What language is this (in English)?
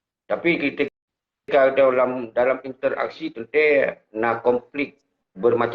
Achinese